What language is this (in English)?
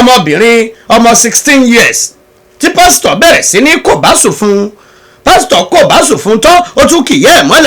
Yoruba